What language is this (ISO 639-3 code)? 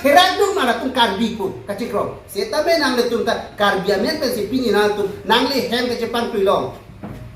mjw